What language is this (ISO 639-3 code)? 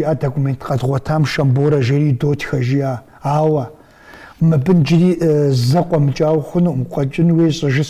kbd